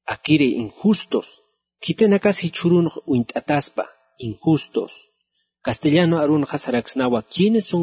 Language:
Aymara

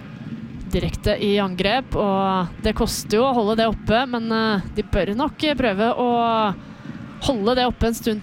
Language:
Norwegian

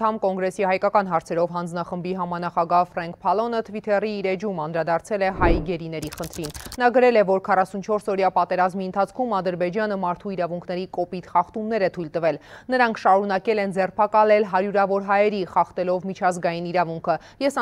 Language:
Armenian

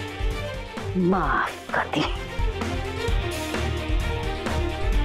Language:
Bhojpuri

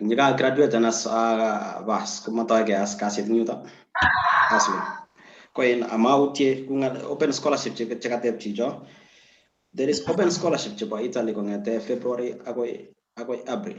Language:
Kalenjin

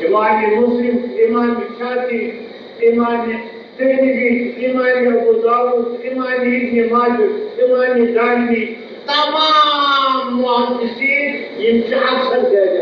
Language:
Kashmiri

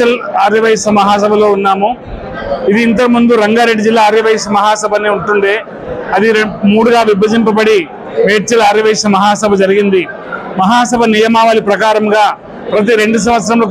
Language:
Telugu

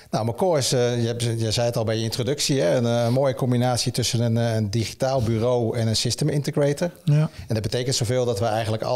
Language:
Dutch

